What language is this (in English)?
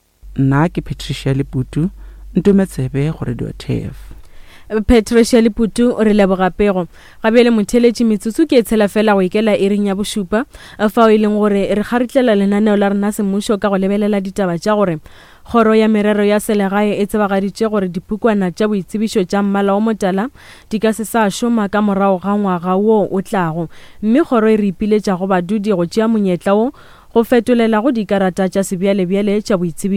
Northern Sotho